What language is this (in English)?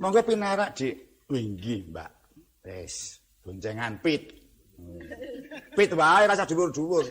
Javanese